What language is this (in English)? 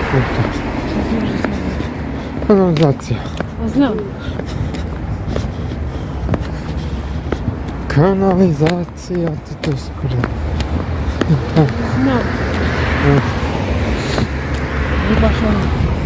Croatian